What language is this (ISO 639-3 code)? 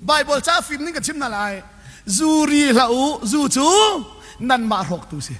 cnh